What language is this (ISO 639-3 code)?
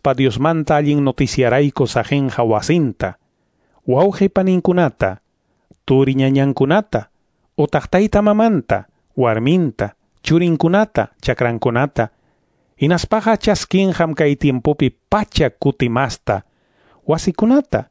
que